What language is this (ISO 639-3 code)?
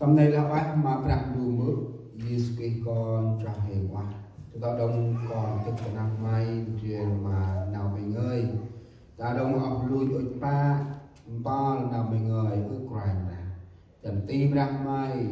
cmo